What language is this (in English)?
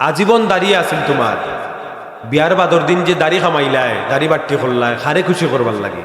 Sylheti